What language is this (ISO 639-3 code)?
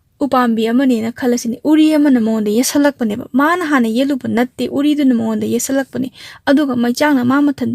mni